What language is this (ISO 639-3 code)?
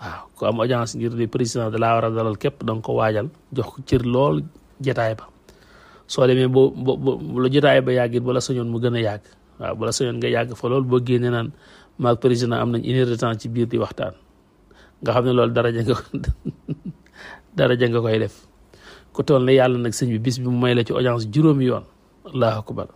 wol